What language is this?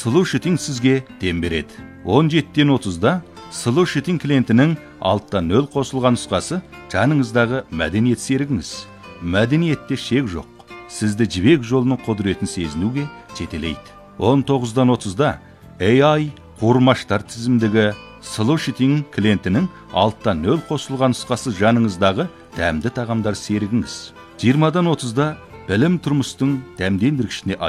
Kazakh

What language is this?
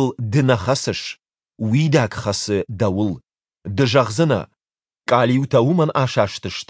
Ossetic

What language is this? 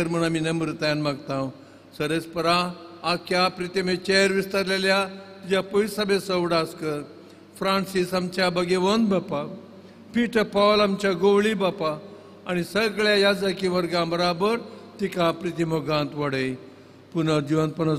Konkani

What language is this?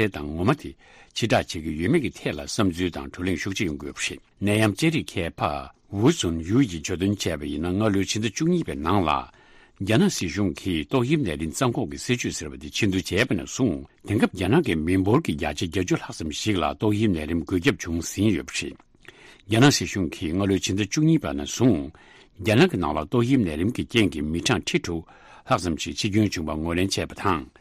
Tibetan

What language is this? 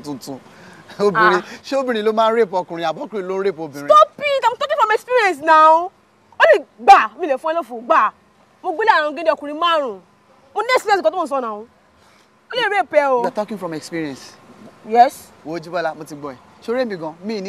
Yoruba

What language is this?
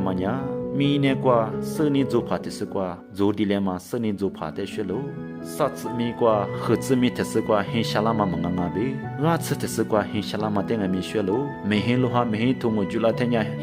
Lisu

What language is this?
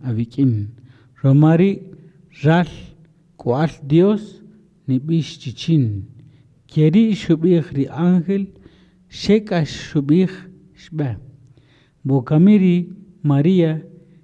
Kaqchikel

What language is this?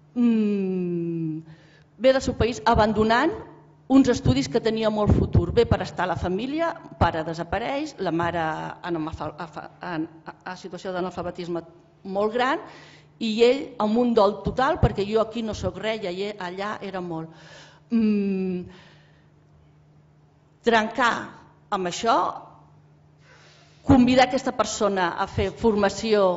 Catalan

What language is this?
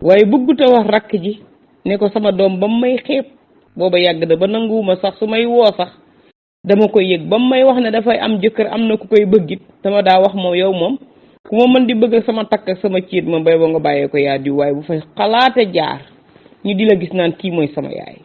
Wolof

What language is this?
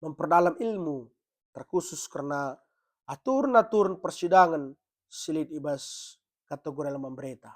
Batak Karo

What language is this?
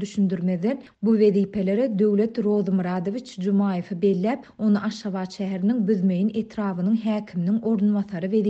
Turkmen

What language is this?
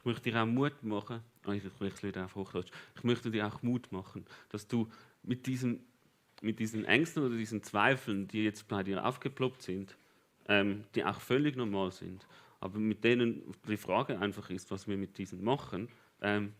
Swiss German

